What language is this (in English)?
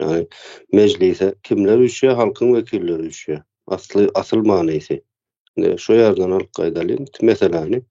Turkmen